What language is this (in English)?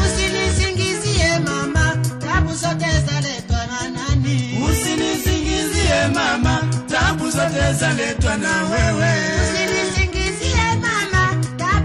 Swahili